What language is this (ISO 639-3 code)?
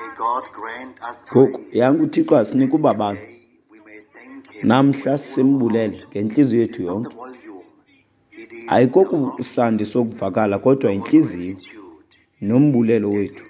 xho